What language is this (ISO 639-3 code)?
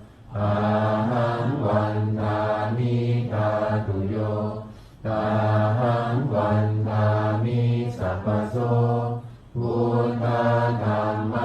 pli